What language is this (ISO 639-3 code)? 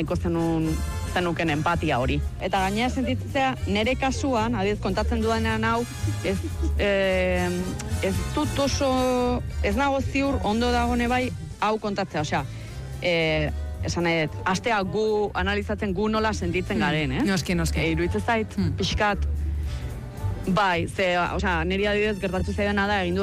eus